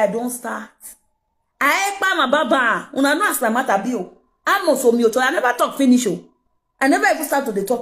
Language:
Nigerian Pidgin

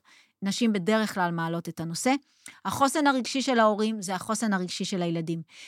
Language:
Hebrew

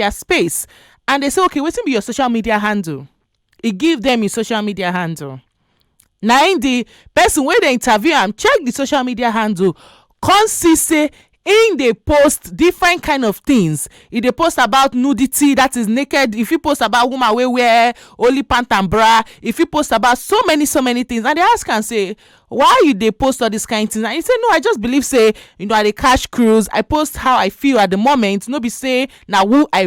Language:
Nigerian Pidgin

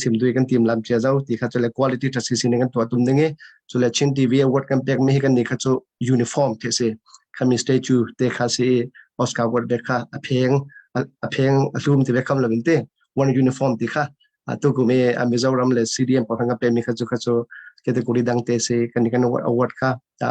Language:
Falam Chin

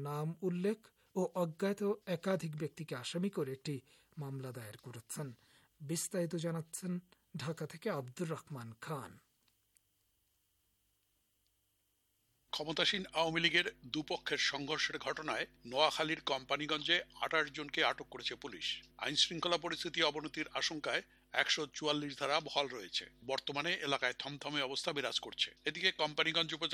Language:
Bangla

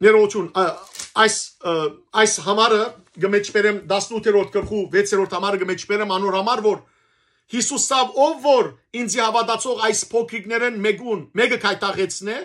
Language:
Western Armenian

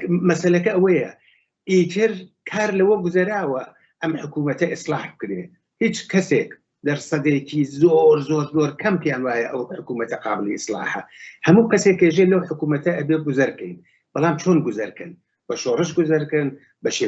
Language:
Central Kurdish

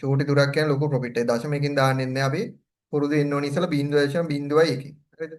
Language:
Sinhala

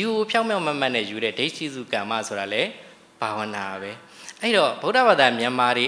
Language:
Burmese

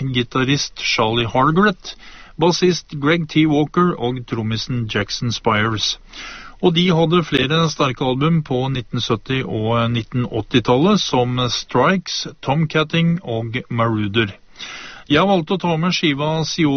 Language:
Norwegian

